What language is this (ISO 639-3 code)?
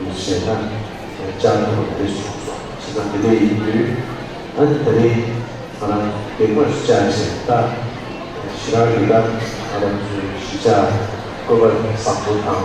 bod